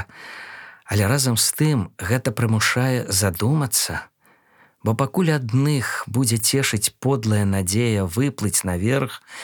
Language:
Belarusian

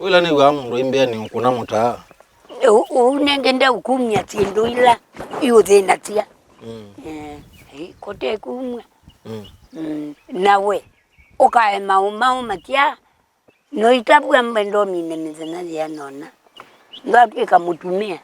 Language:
Kamba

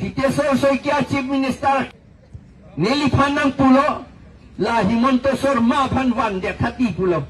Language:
Karbi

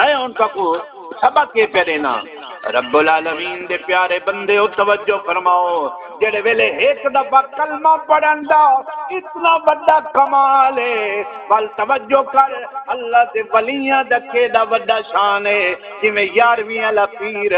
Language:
Saraiki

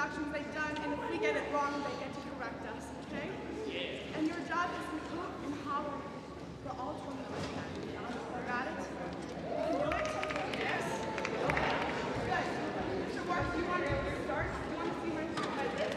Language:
English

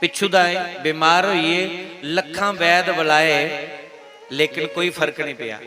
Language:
Dogri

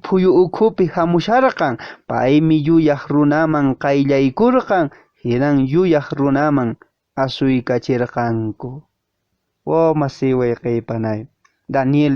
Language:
Quechua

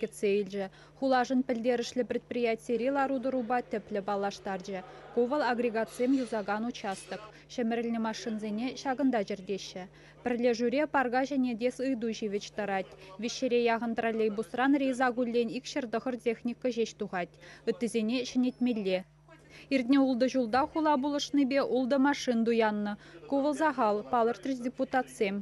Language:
Chuvash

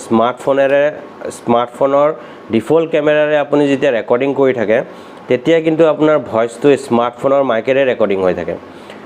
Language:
Assamese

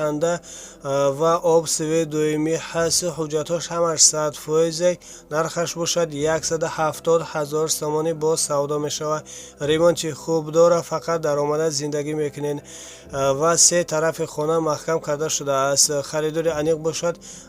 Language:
Tajik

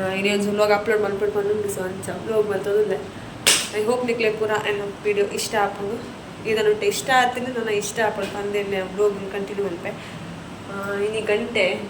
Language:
Tulu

